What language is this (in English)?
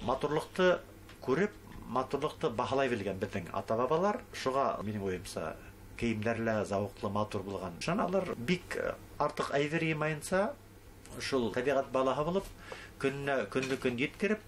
Bashkir